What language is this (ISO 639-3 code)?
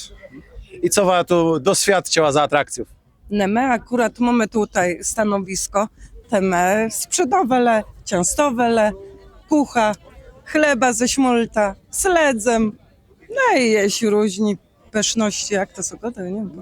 csb